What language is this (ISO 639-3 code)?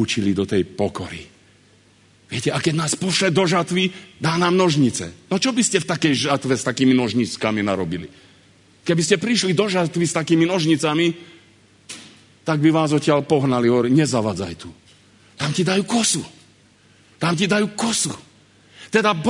slk